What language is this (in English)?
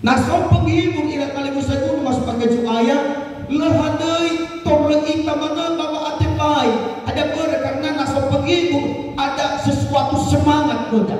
Nias